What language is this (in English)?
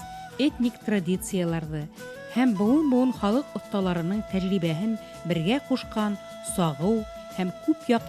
Bashkir